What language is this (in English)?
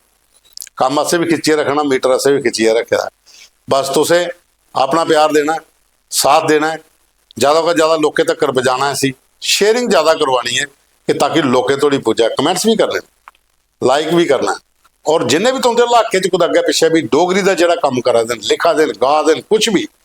Dogri